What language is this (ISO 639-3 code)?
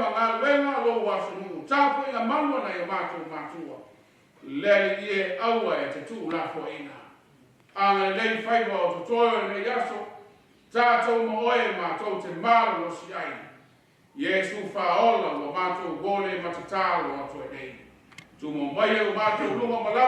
smo